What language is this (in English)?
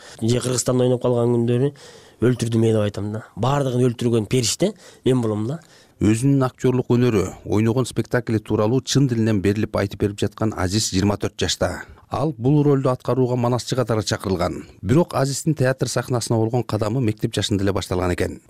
Kyrgyz